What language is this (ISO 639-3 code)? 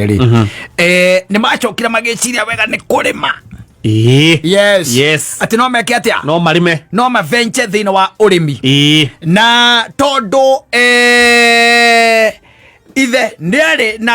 kik